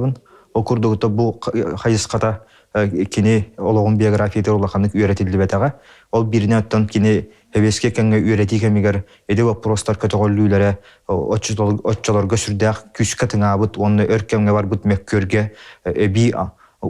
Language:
Yakut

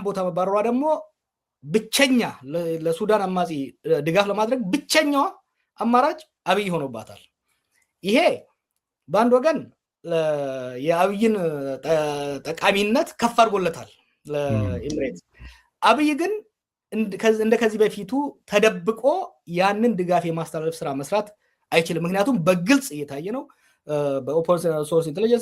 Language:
Amharic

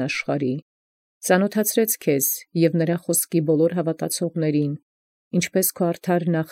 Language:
Armenian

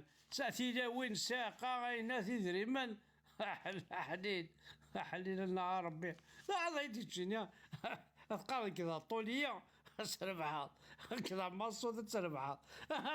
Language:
Kabyle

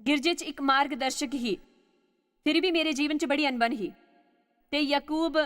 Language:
Dogri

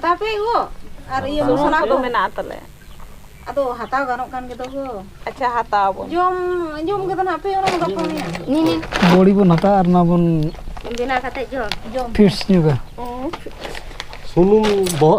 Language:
Santali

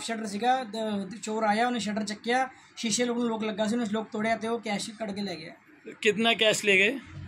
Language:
Punjabi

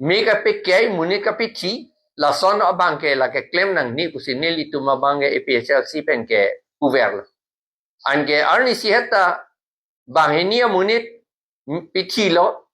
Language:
Karbi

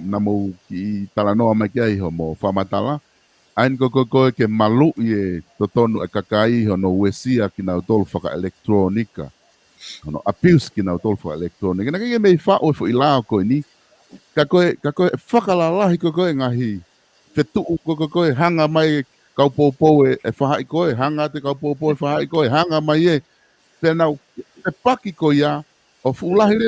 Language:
Tongan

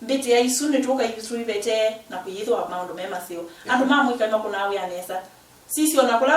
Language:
Kamba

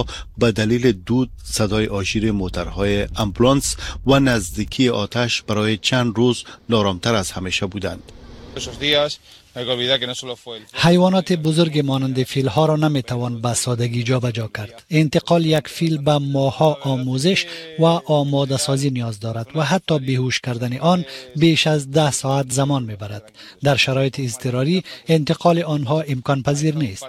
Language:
Persian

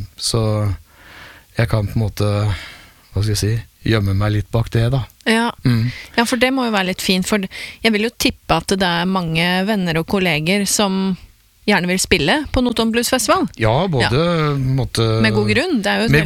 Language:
Norwegian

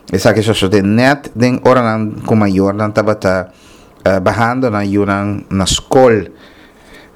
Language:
Papiamento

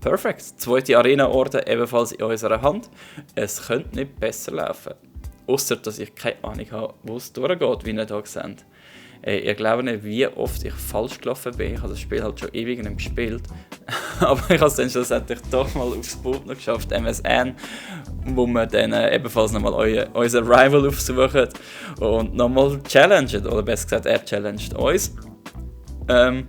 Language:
Swiss German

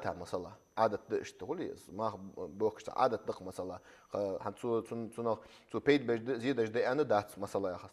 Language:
Ingush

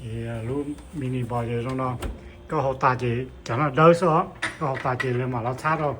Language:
Hmong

